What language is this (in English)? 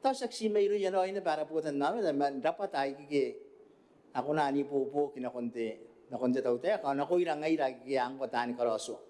Gilbertese